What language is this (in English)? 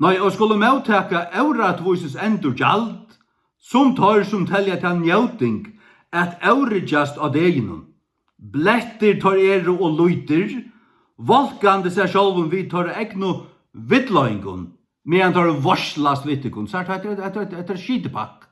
Faroese